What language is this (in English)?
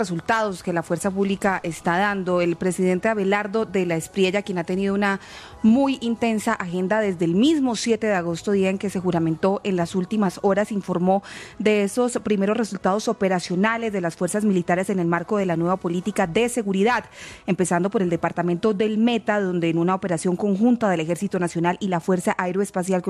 Spanish